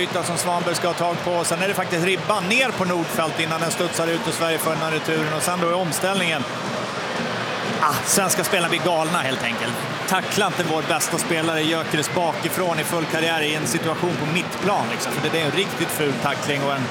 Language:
Swedish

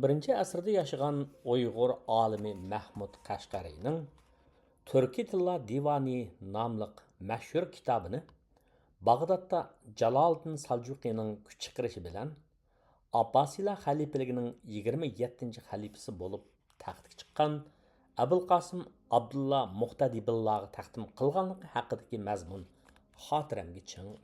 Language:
Uyghur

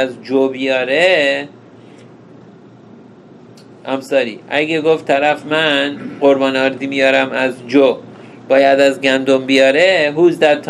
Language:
Persian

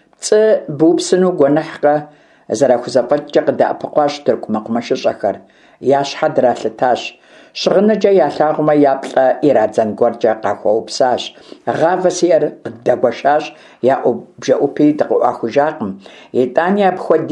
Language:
Kabardian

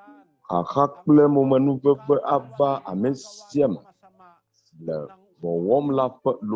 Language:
Ewe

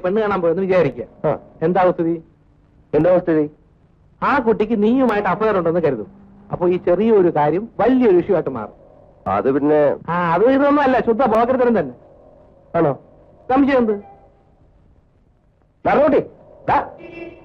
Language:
Malayalam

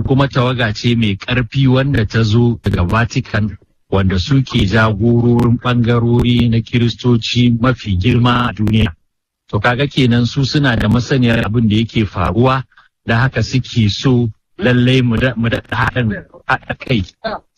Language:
Hausa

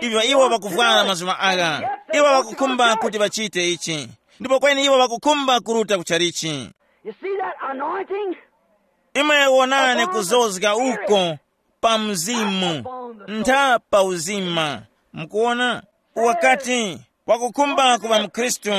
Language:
Tumbuka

